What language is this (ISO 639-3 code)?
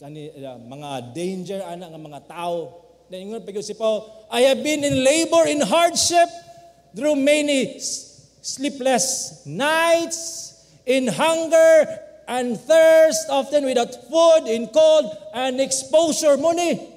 ceb